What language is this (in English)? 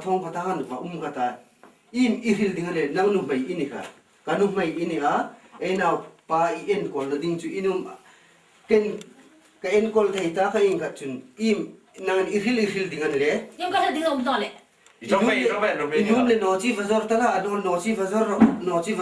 Hmar